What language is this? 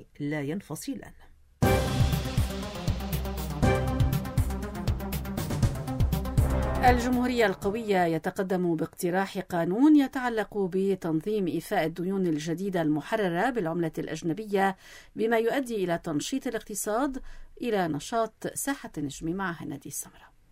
Arabic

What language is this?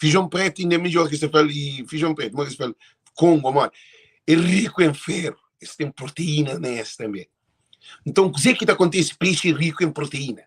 Kabuverdianu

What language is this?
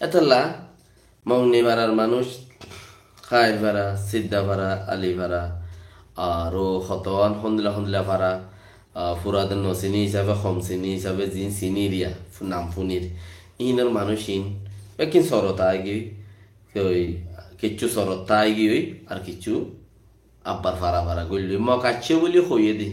Rohingya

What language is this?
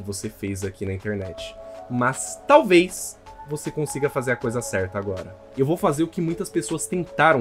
Portuguese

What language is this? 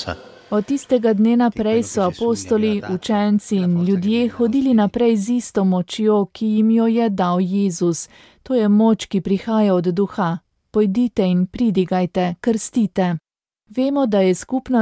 Slovenian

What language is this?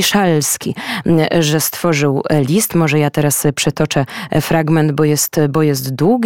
Polish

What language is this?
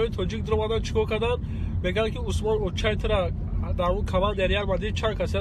Tajik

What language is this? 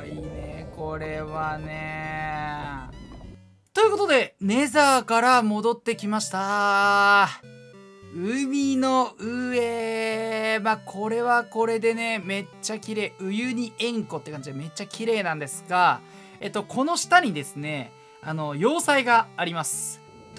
Japanese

